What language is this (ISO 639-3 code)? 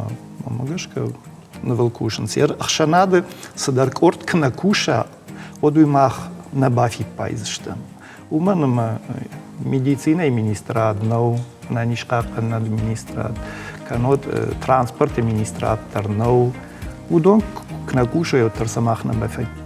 oss